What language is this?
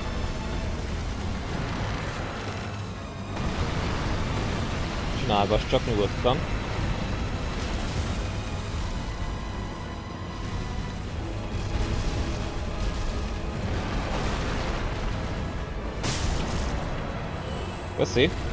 Hungarian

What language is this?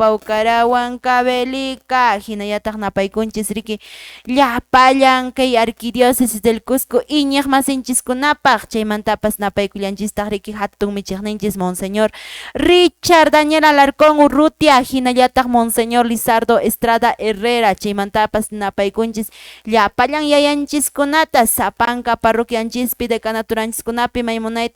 Quechua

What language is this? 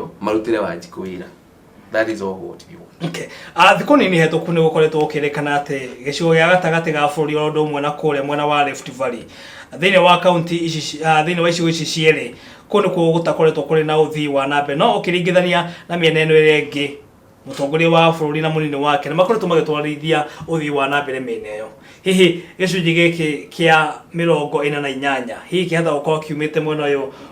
Kikuyu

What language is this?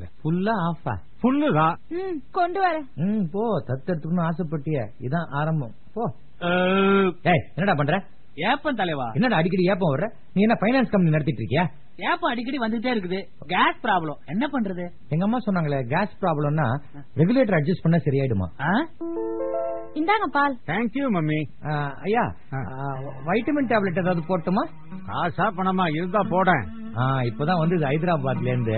Tamil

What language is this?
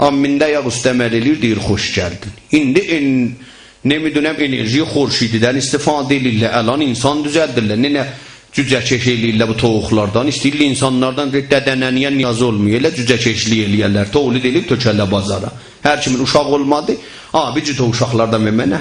South Azerbaijani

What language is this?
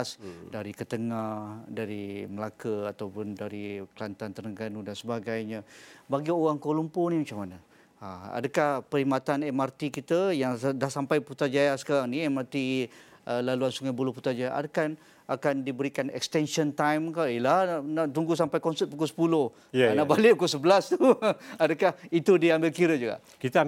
Malay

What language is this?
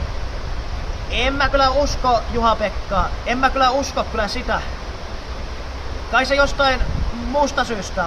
Finnish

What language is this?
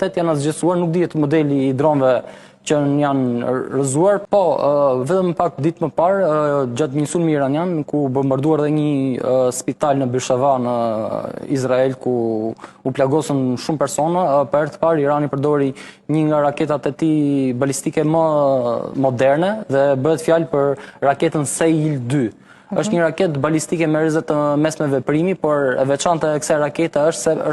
Albanian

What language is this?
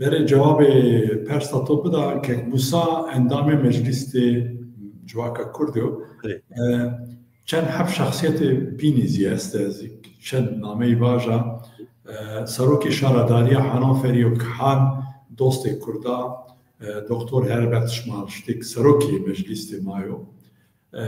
Zaza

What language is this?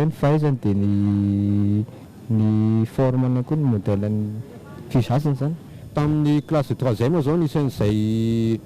Malagasy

